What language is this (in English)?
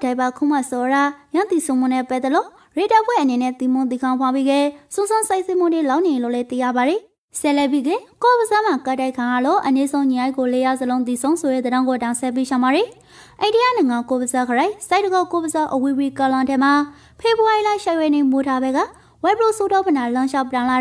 Rakhine